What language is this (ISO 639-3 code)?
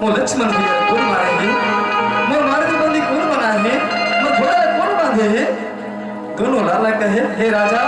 hne